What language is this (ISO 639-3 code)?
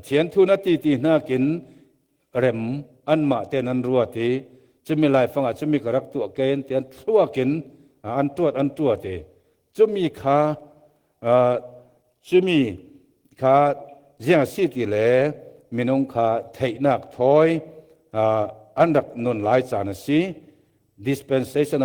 cfm